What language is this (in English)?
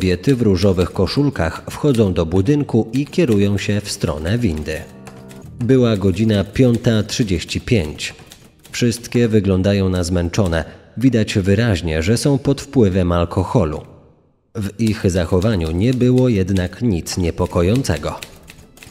Polish